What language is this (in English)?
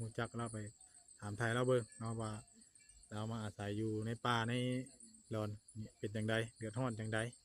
Northeastern Thai